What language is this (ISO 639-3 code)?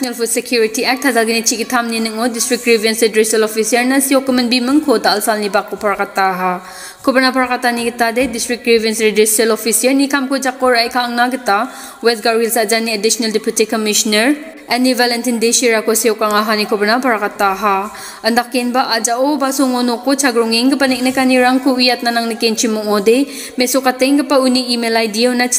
grt